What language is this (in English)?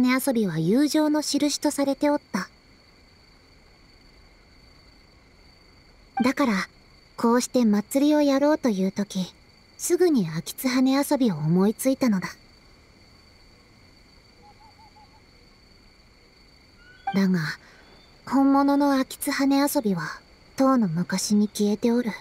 Japanese